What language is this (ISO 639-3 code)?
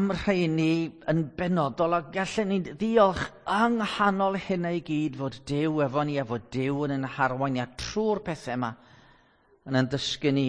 cym